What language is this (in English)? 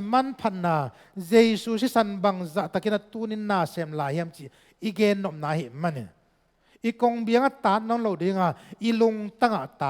Tedim Chin